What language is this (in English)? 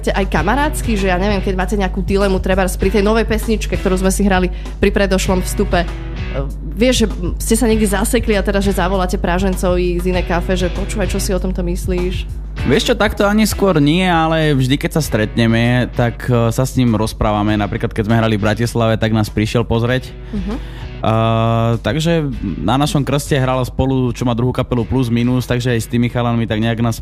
Slovak